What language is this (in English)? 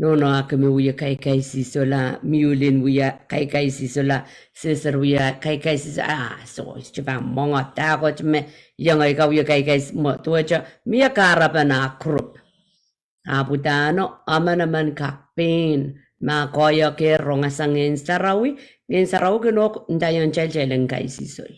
Pohnpeian